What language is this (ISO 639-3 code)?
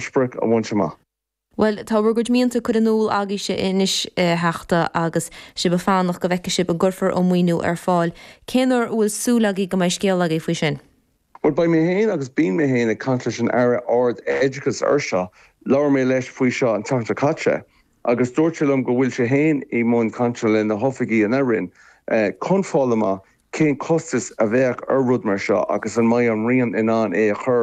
gle